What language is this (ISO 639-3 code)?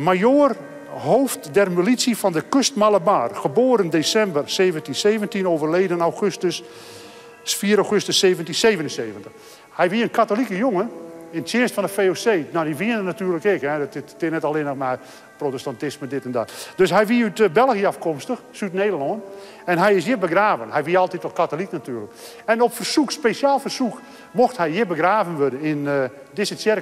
fry